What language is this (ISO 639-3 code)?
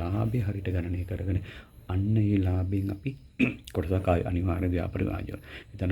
sin